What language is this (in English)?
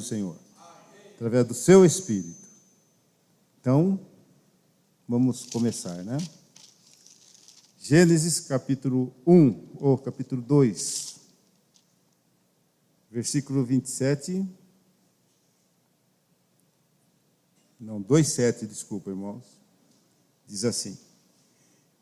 Portuguese